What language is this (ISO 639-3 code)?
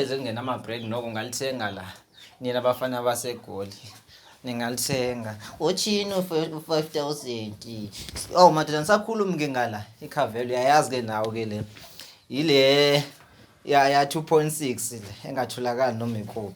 zul